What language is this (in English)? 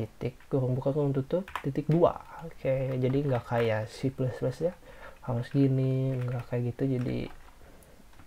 Indonesian